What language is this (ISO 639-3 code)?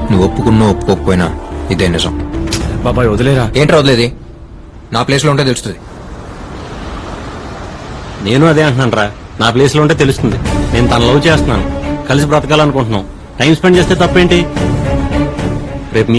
tel